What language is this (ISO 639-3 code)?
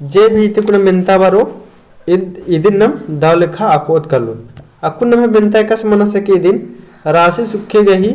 kru